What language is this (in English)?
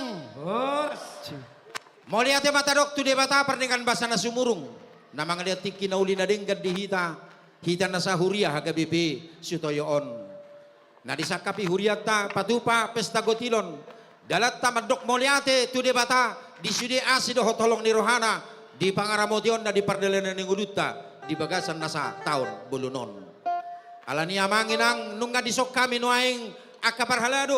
Batak Toba